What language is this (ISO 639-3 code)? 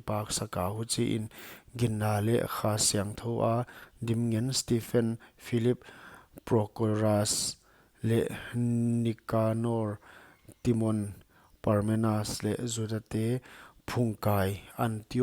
pck